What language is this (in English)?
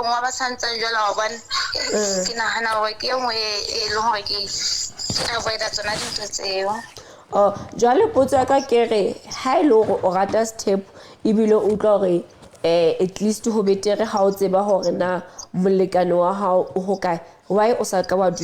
Southern Sotho